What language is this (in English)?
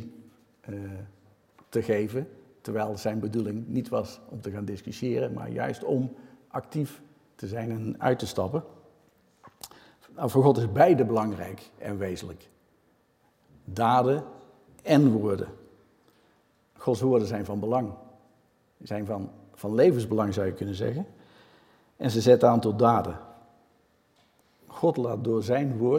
Dutch